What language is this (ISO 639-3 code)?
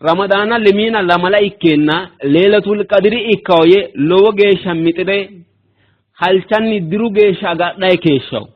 sid